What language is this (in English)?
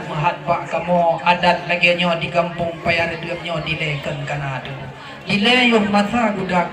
Achinese